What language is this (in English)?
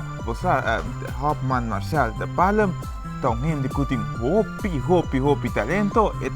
Papiamento